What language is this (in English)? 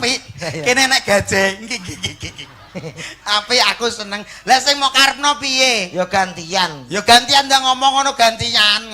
Javanese